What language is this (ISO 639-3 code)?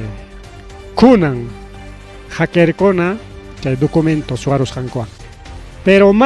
quy